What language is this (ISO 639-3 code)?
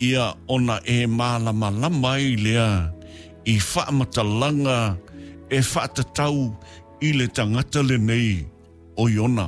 smo